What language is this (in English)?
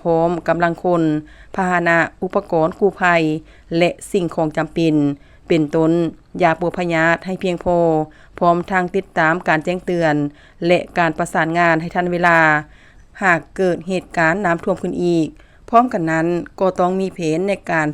Lao